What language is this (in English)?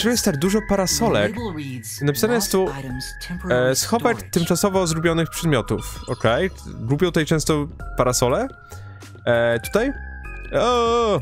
Polish